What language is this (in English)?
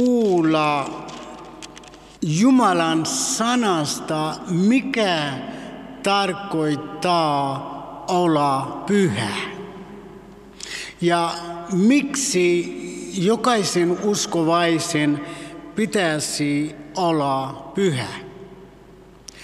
Finnish